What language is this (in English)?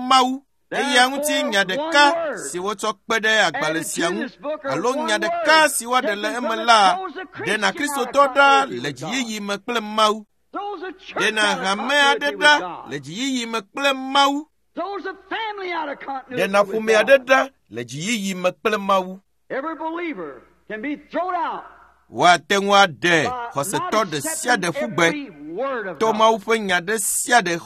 Ewe